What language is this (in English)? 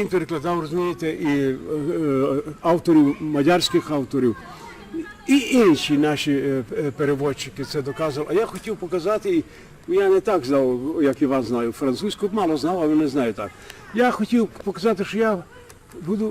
Rusyn